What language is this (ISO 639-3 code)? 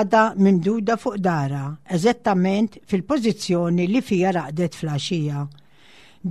mlt